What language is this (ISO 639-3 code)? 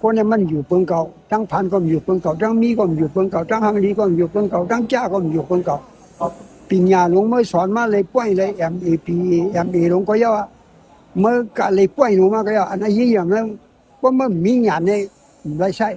shn